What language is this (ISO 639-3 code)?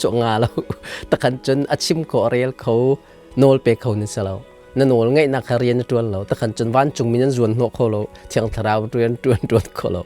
cnh